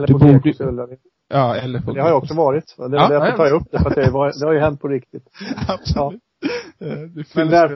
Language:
Swedish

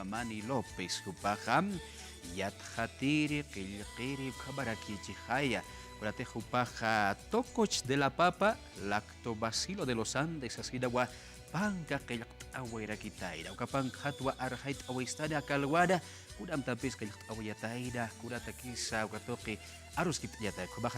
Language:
Aymara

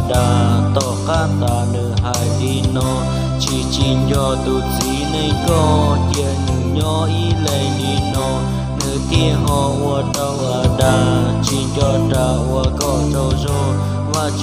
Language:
Hmong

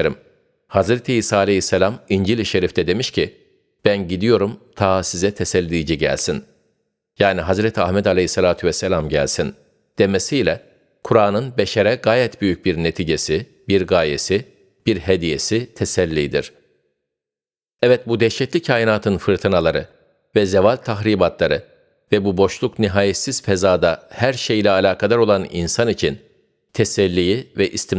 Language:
Turkish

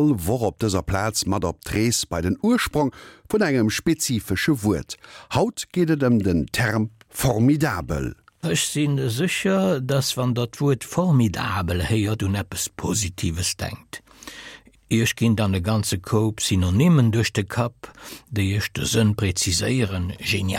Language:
Luxembourgish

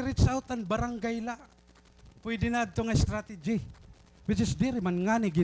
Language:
Waray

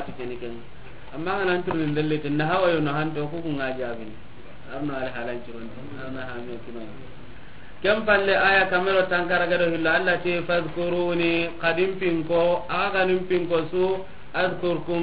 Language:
Soninke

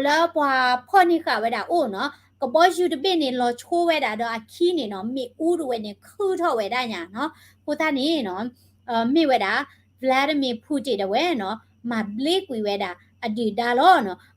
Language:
S'gaw Karen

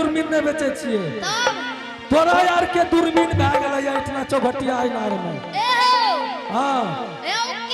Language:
Angika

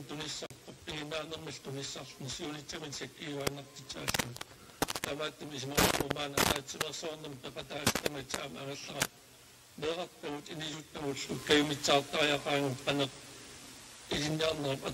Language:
Kalaallisut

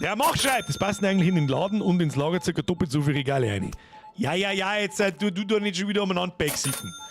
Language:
Bavarian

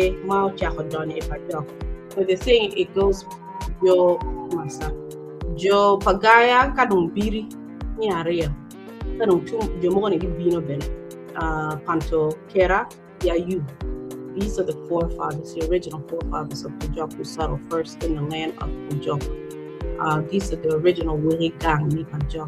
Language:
Acoli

